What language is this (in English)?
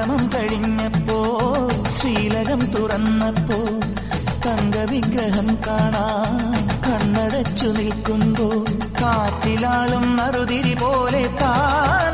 Malayalam